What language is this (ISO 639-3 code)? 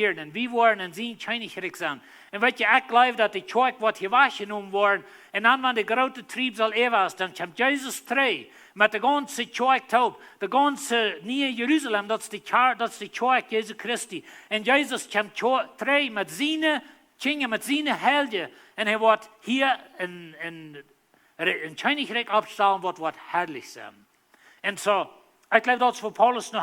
pdt